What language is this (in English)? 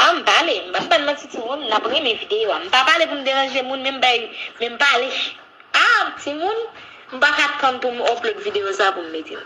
Haitian Creole